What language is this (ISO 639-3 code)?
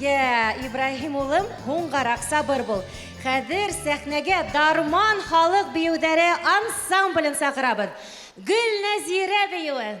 bak